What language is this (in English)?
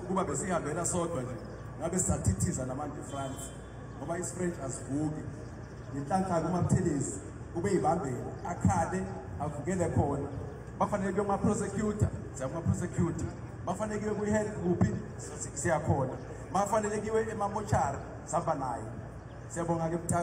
Zulu